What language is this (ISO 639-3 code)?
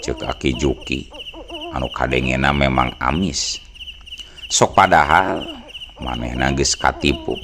sun